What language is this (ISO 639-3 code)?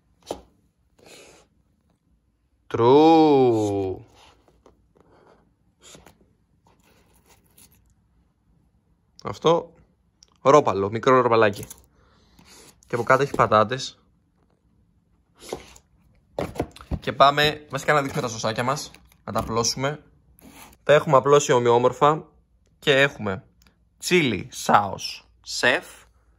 ell